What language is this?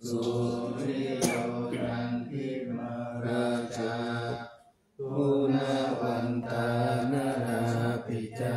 Pali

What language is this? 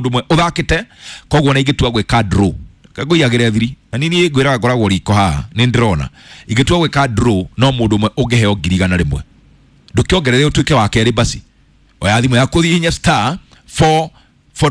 Kikuyu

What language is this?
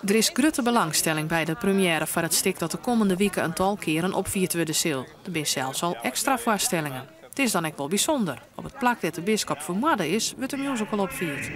Western Frisian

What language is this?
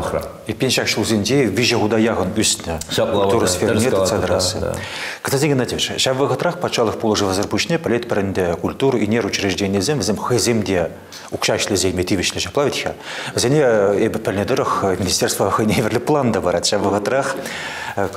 Chuvash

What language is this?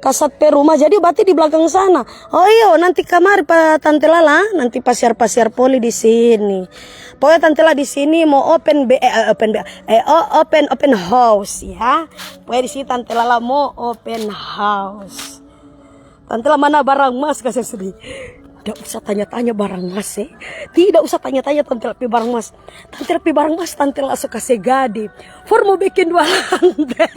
Manado Malay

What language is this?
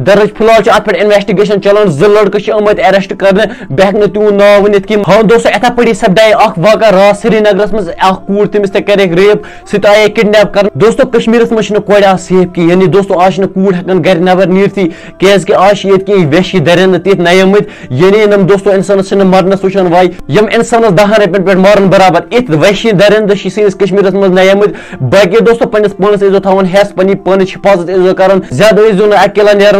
Kashmiri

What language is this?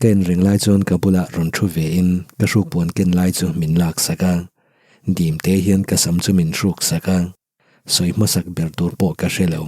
Mizo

